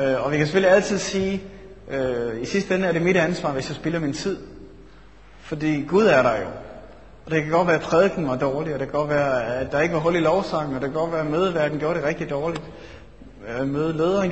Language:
Danish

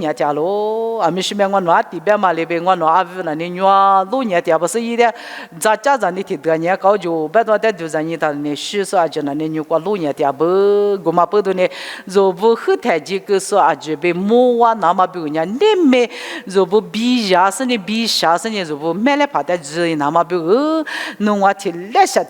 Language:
Lisu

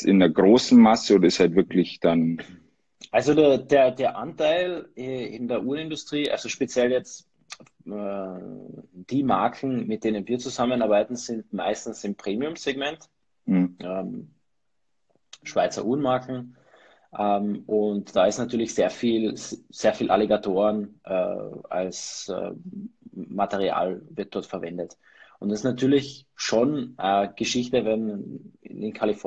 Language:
German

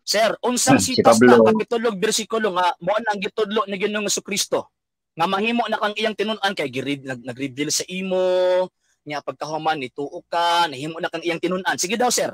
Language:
Cebuano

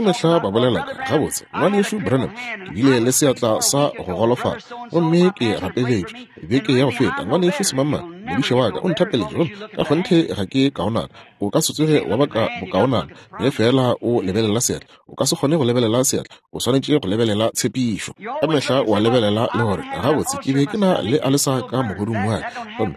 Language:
Northern Sotho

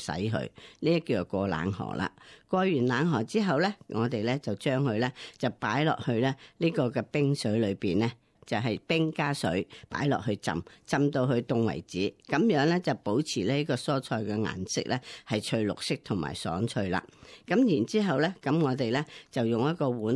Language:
Cantonese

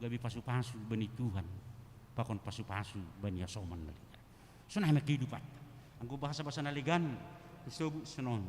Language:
Batak Simalungun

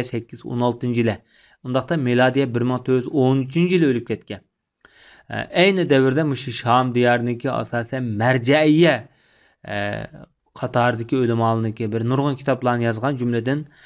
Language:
Uyghur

